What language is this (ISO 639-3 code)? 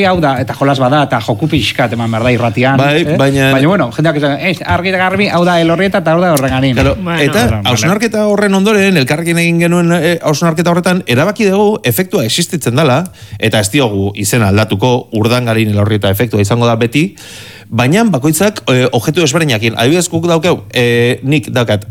eus